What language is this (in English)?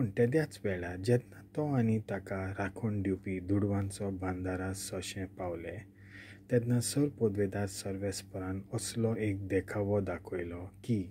Konkani